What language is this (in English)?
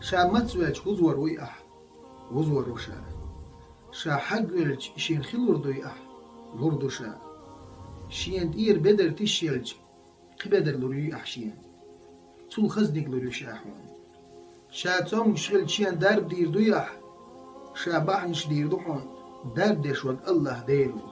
Chechen